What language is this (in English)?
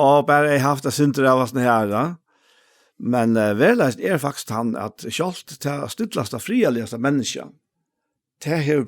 Faroese